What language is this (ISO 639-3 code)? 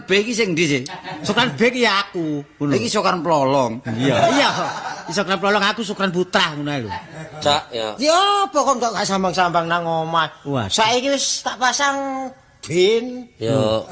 jav